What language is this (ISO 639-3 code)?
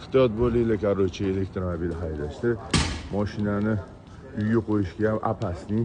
uzb